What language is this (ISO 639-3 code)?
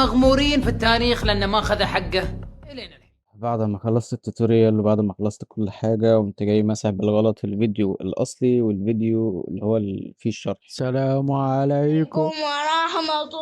arz